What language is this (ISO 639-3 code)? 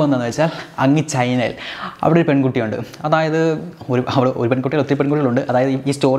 mal